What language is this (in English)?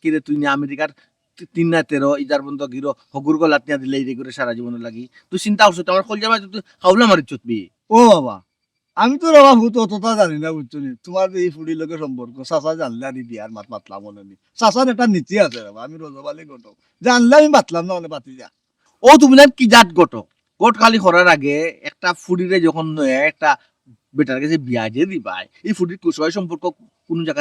Sylheti